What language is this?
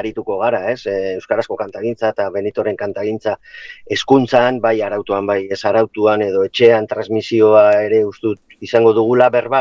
Basque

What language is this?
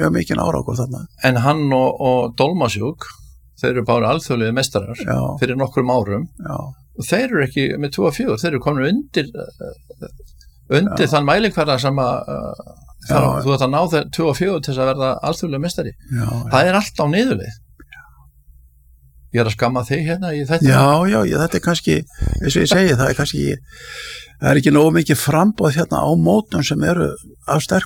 Icelandic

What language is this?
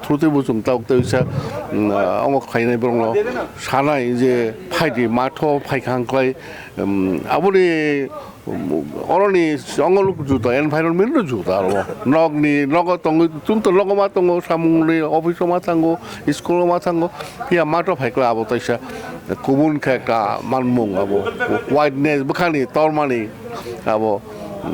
Kok Borok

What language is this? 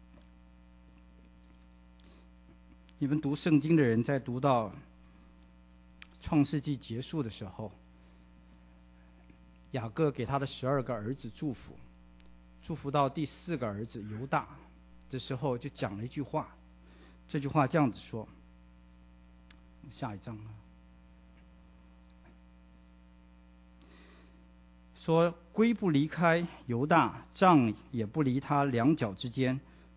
Chinese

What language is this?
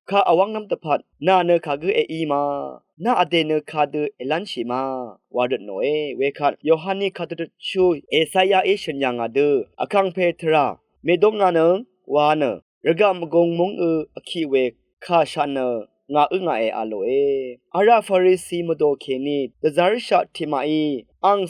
Rawang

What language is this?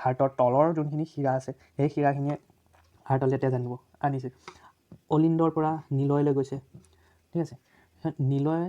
Assamese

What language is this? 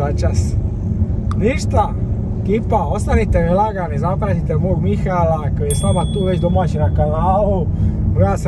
Croatian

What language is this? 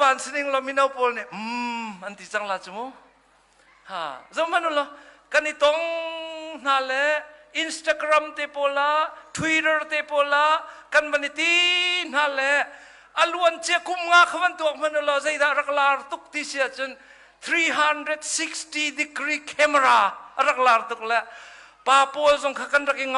Hakha Chin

